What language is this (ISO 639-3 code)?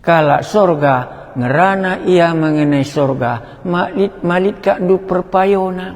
btx